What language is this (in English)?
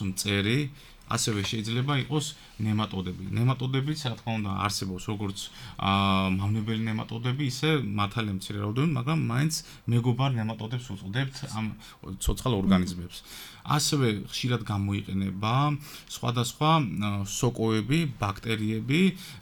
Georgian